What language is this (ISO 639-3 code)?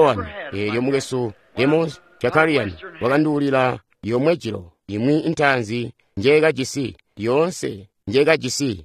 toi